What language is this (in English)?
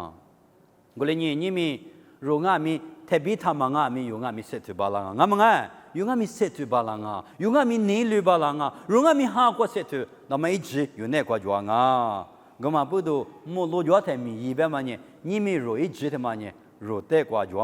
Lisu